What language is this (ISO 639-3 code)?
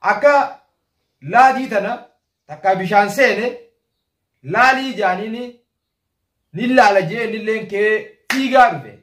orm